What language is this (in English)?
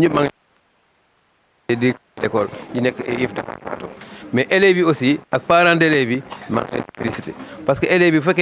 Wolof